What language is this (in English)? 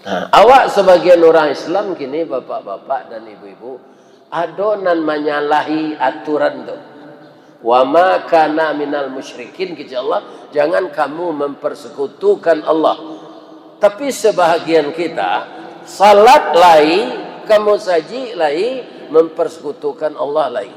Minangkabau